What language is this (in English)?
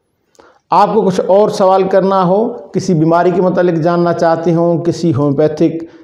Urdu